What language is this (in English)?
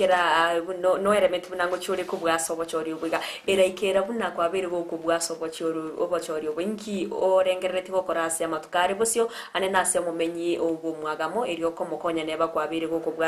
Gusii